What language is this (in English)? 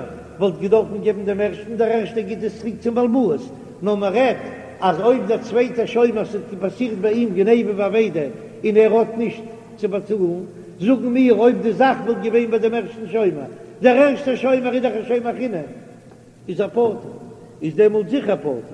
Yiddish